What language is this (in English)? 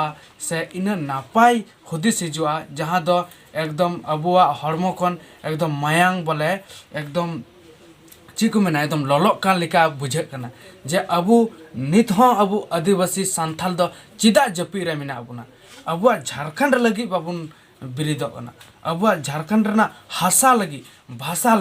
Santali